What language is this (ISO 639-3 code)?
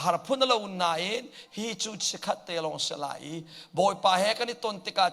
cnh